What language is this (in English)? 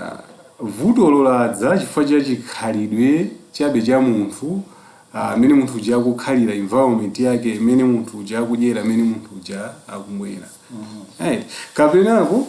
Nyanja